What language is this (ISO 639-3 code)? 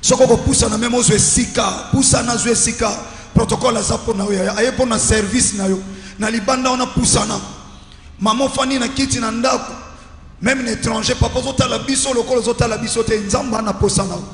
lin